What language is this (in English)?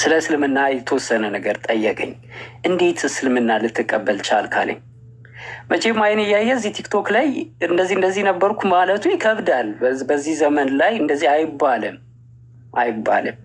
Amharic